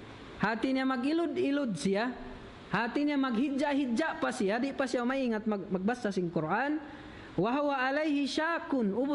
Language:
Tausug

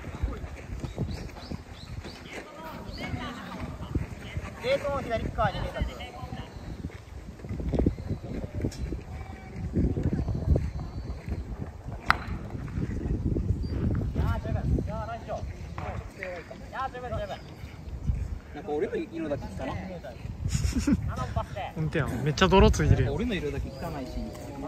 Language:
Japanese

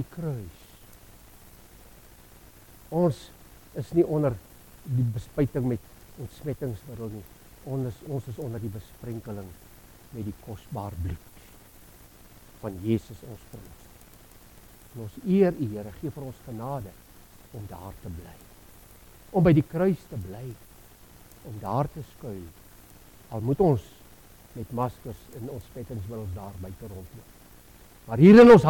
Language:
Afrikaans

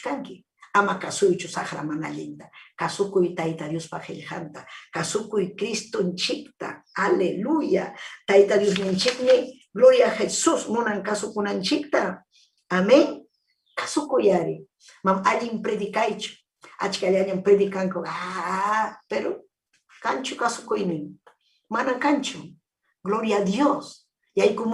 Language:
Ayacucho Quechua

